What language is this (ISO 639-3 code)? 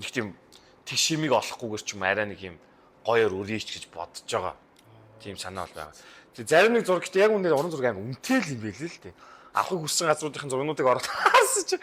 mon